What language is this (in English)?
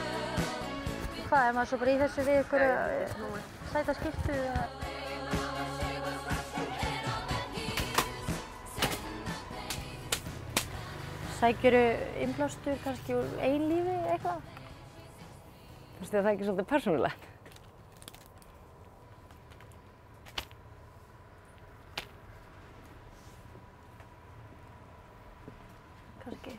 Icelandic